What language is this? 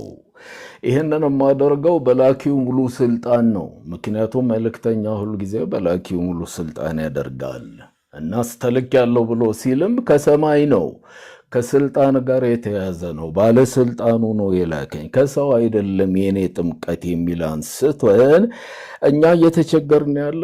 Amharic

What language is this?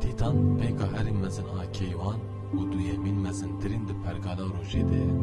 Kurdish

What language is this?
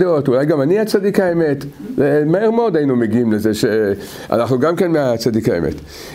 Hebrew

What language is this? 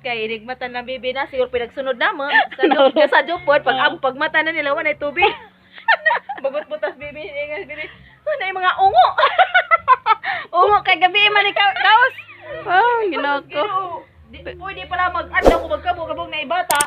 Cebuano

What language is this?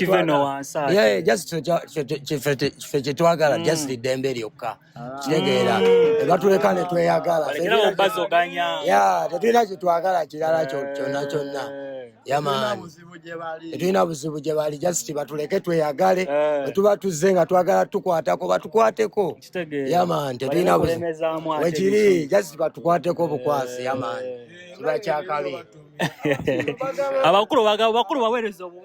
Ganda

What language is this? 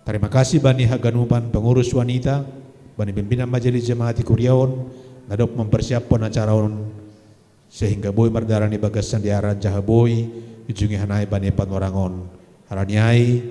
Batak Simalungun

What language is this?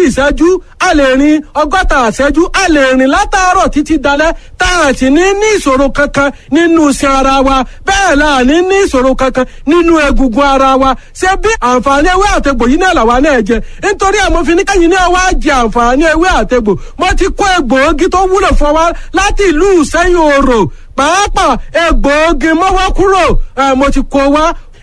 Yoruba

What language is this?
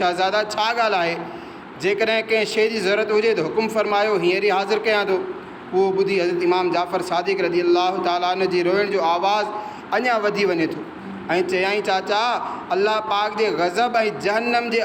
Sindhi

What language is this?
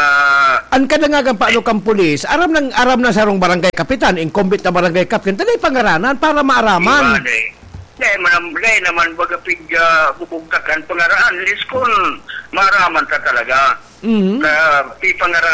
Bikol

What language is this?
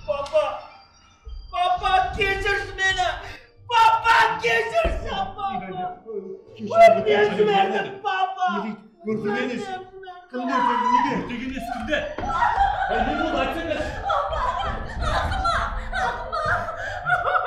Kazakh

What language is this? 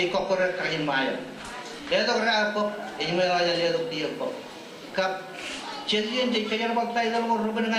Marshallese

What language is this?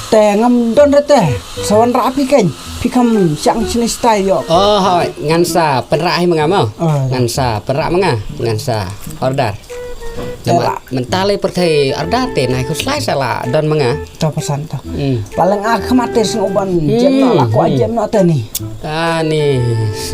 Khasi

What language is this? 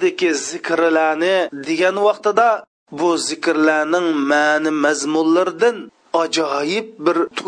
Uyghur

